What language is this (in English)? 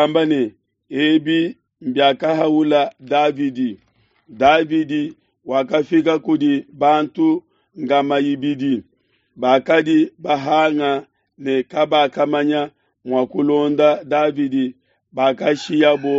Luba-Lulua